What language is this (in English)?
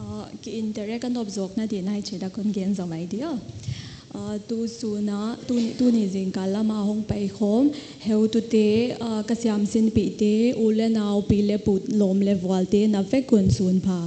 Paite Chin